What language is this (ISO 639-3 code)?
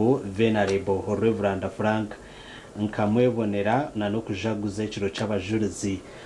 nyn